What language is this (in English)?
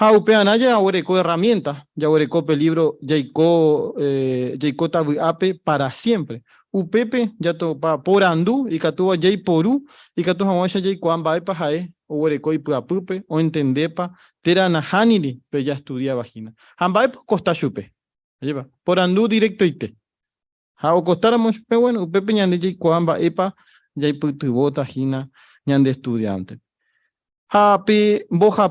Guarani